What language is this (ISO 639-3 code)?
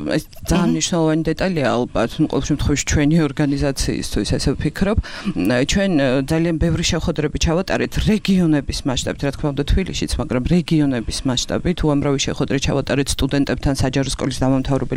kat